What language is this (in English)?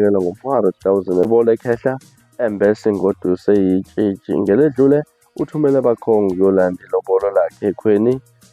Zulu